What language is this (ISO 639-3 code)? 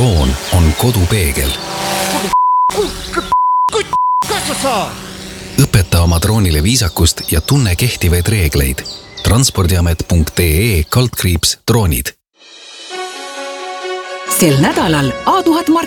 est